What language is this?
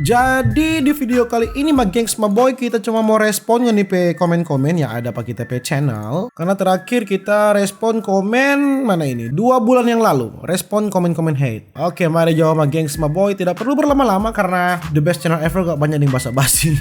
Manado Malay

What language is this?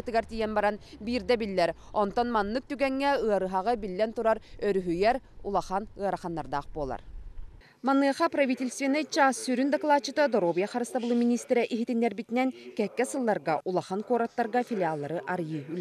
Yakut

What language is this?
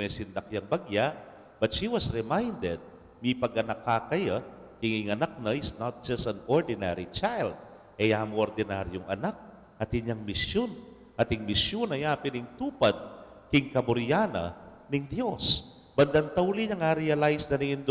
Pampanga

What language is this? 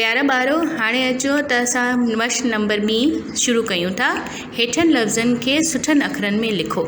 Sindhi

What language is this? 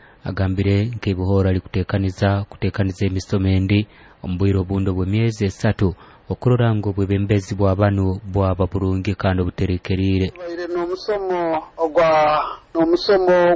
Nyoro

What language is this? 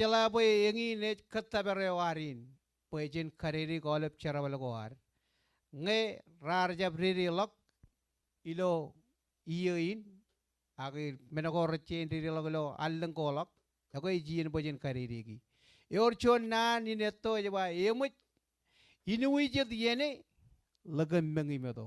Marshallese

